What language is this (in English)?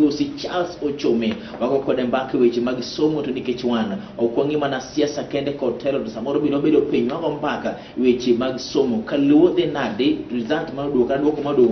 Luo (Kenya and Tanzania)